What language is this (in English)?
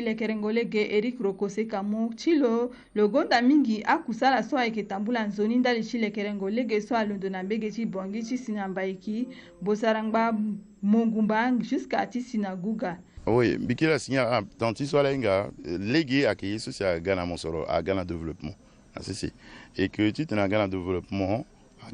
Sango